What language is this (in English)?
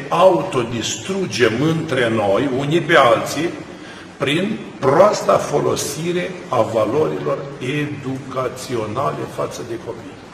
Romanian